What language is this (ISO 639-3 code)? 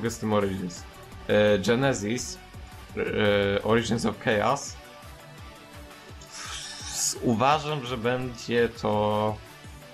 pol